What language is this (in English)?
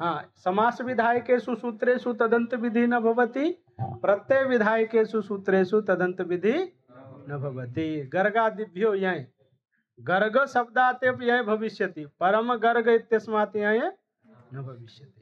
Sanskrit